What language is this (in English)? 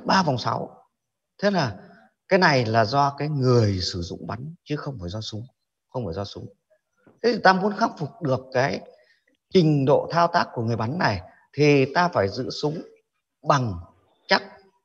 Vietnamese